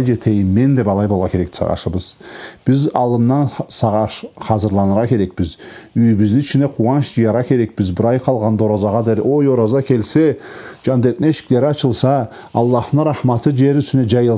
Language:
Karachay-Balkar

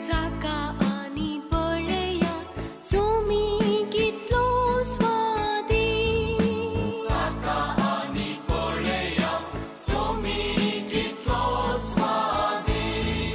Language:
Konkani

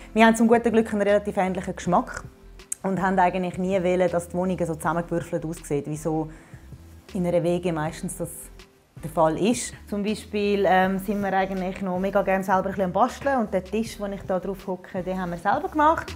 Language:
Swiss German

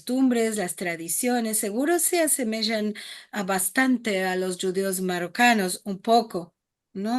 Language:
Ladino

